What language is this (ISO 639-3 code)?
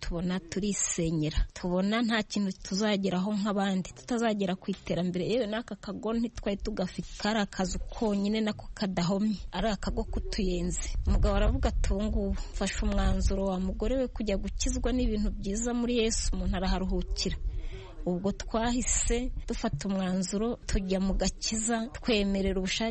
kin